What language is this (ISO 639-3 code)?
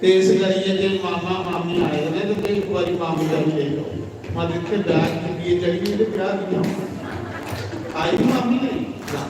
doi